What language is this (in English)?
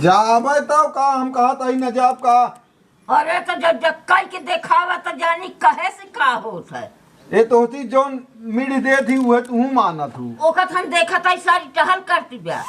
Awadhi